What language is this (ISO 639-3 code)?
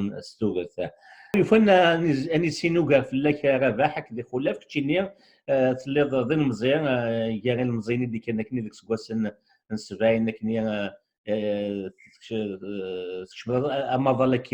kab